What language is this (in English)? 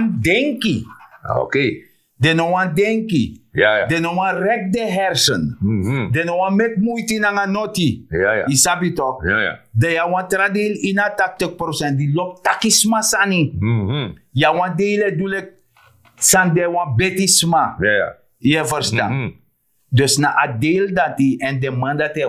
Sranan Tongo